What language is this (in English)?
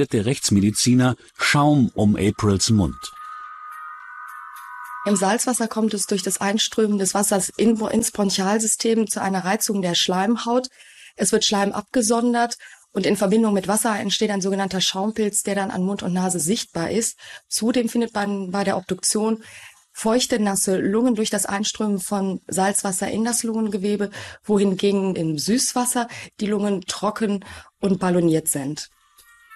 German